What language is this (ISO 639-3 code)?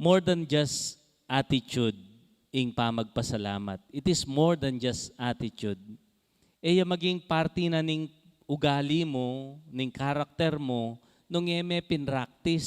pam